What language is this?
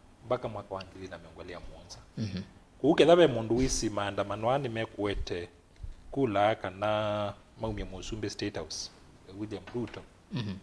Kamba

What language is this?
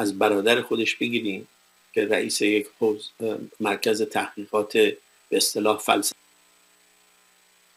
Persian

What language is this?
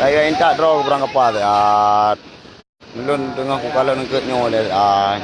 Achinese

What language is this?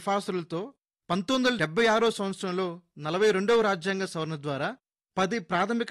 Telugu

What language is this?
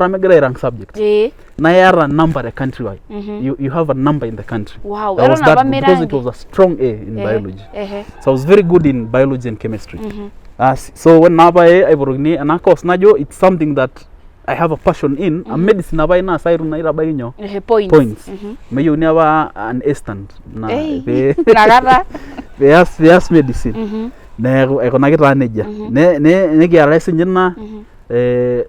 Masai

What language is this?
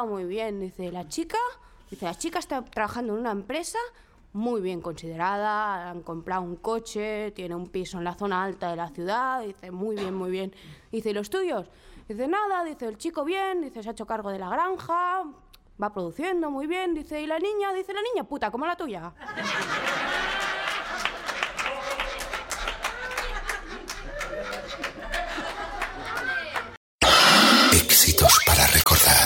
Spanish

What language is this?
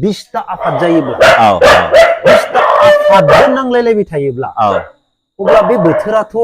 Bodo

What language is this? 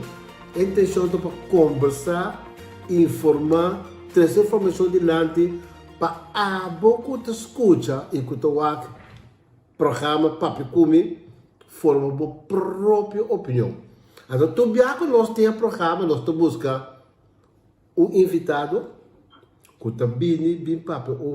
Papiamento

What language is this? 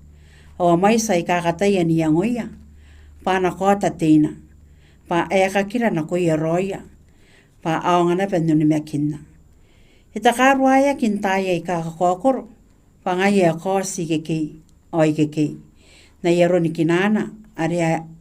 Gilbertese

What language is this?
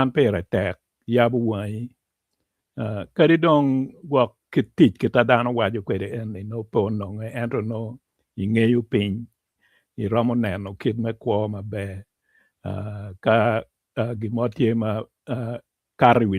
Acoli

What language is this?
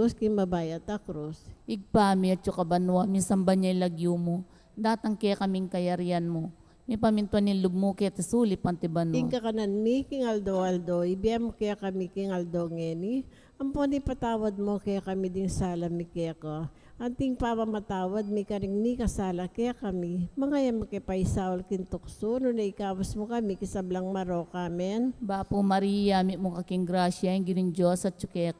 Pampanga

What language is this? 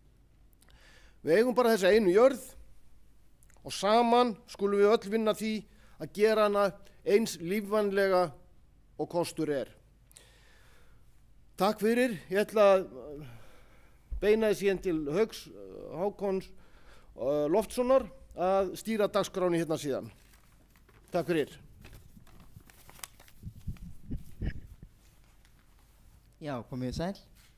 Icelandic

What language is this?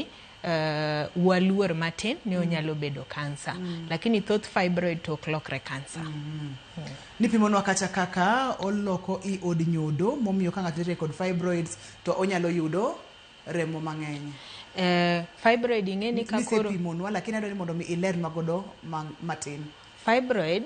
Luo (Kenya and Tanzania)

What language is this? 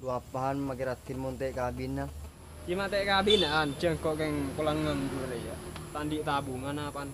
Madurese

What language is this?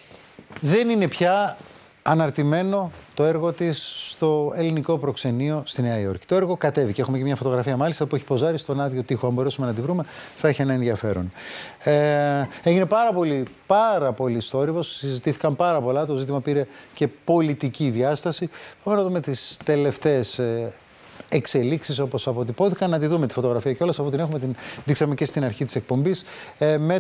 Greek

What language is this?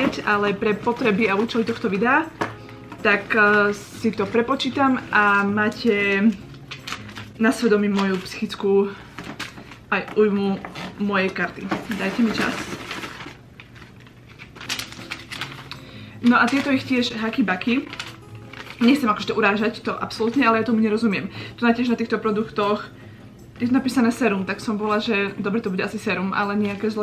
Slovak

